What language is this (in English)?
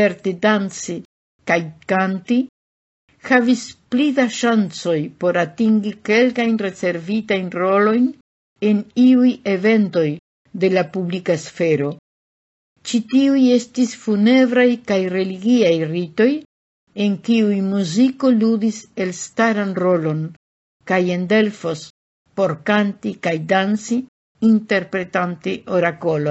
Esperanto